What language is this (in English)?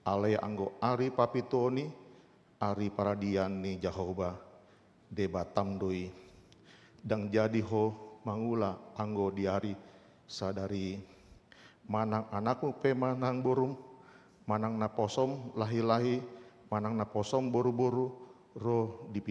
Batak Toba